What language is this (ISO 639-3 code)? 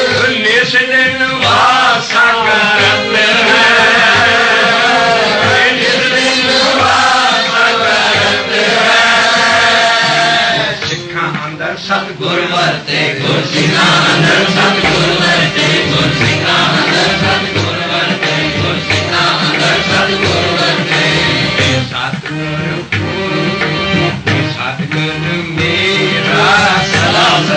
pan